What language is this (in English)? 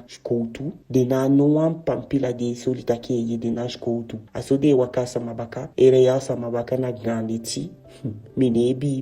Eastern Maroon Creole